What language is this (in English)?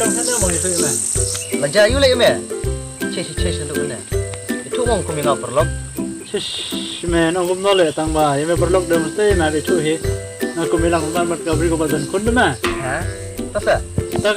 Khasi